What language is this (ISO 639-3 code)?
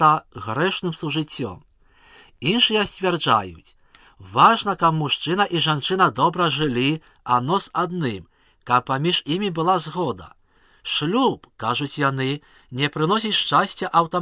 bel